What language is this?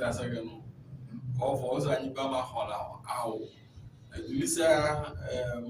Ewe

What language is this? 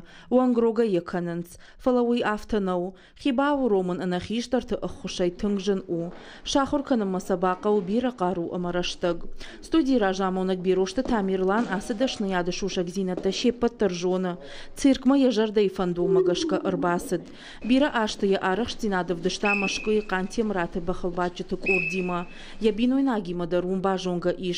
Ossetic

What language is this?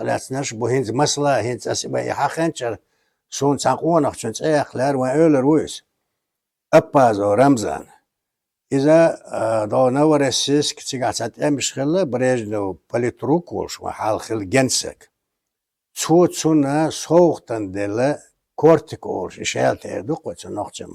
Chechen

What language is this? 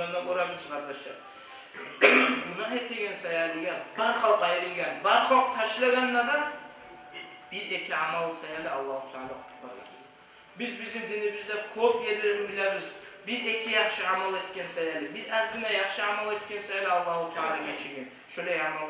Kumyk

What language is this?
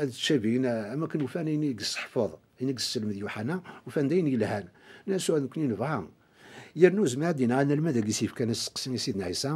Kabyle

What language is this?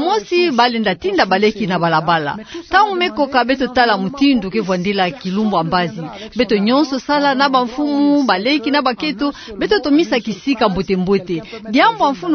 Kituba (Democratic Republic of Congo)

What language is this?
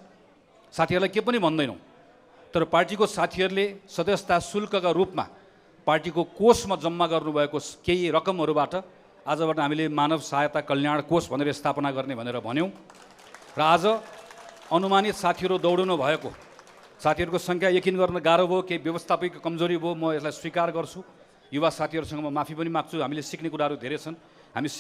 Nepali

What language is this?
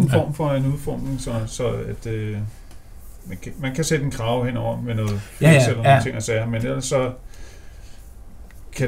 Danish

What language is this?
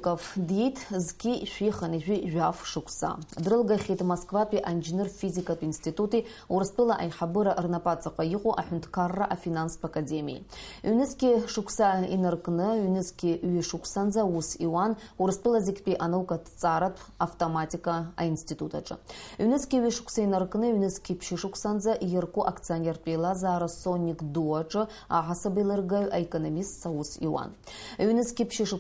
Abkhazian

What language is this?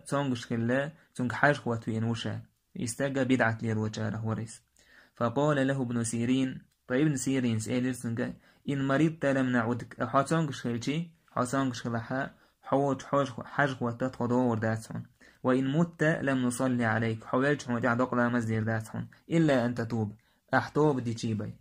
Chechen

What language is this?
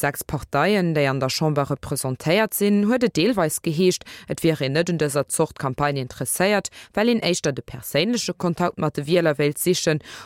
Luxembourgish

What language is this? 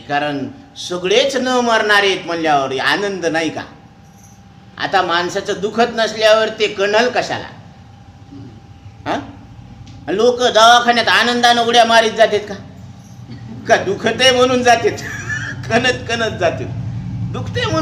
Marathi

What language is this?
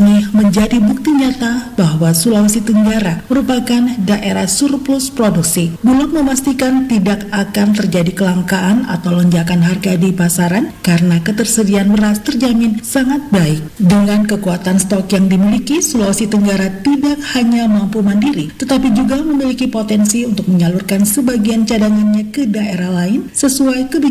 Indonesian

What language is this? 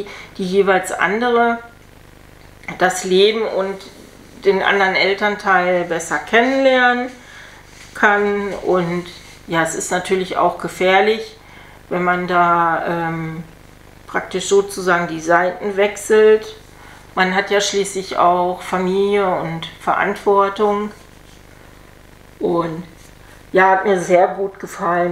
German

